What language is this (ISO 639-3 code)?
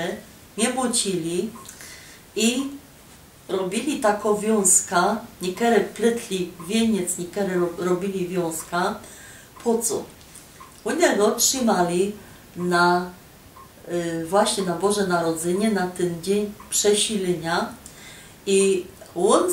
szl